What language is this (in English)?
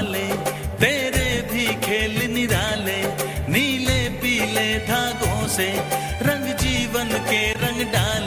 Hindi